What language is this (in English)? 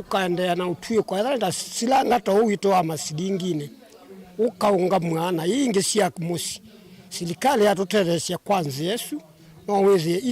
Kamba